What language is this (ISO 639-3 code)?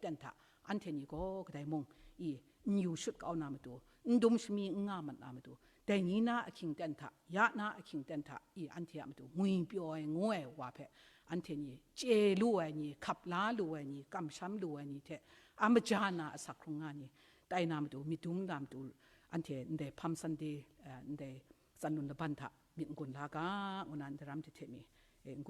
kac